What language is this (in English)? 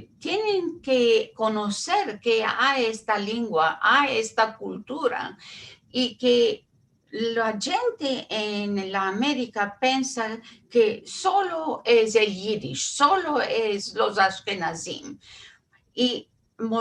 Ladino